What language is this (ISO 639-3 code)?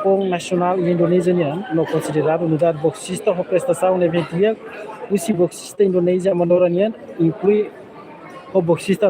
tet